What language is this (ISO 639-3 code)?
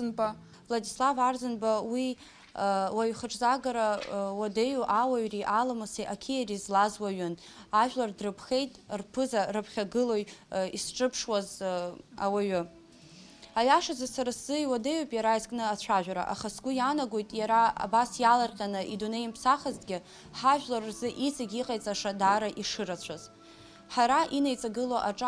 abk